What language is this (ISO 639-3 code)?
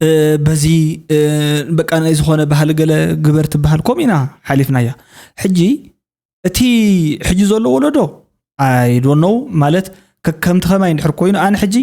tir